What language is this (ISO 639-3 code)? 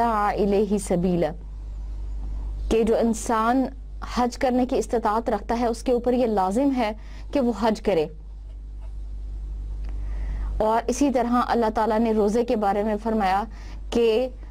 urd